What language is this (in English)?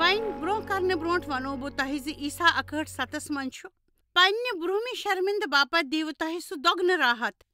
Kashmiri